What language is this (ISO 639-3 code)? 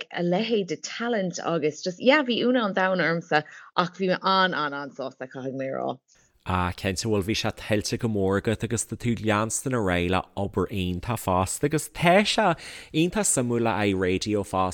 gle